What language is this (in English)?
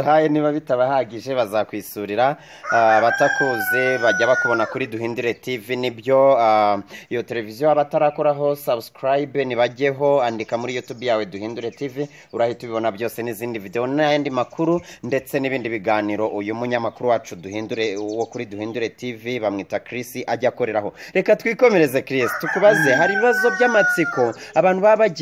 Kinyarwanda